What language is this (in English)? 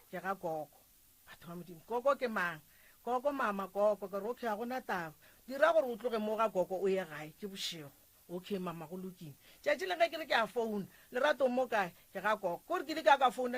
Northern Sotho